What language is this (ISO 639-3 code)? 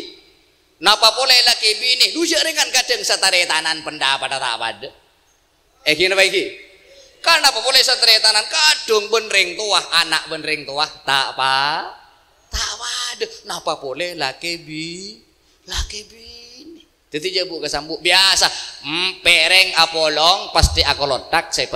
mad